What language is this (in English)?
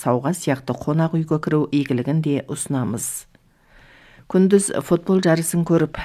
Kazakh